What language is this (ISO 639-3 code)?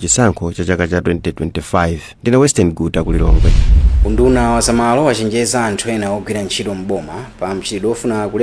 nya